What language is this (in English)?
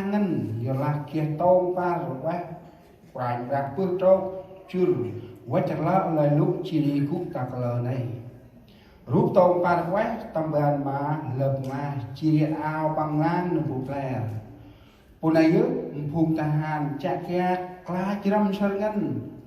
Central Mnong